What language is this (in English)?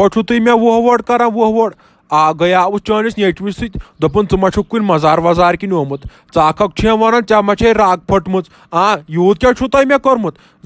Kashmiri